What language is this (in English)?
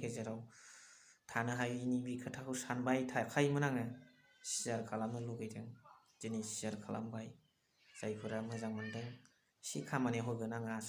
Bodo